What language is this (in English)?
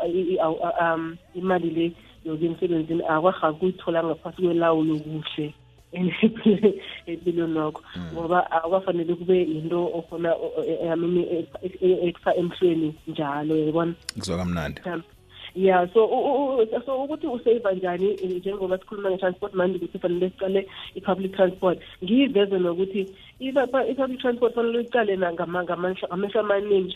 South Ndebele